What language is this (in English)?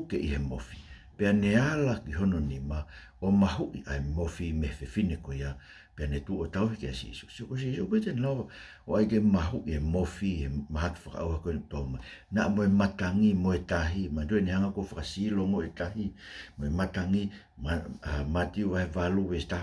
Tongan